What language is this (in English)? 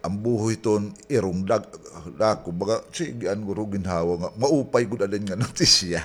Waray